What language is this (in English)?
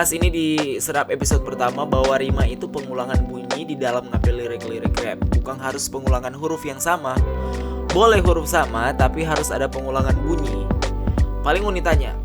Manado Malay